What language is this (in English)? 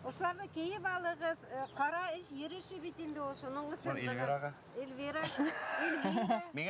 Bashkir